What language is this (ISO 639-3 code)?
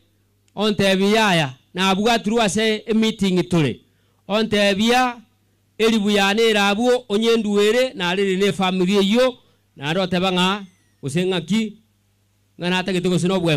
guz